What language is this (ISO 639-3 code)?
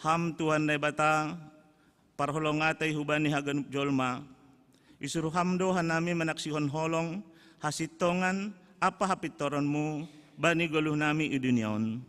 bts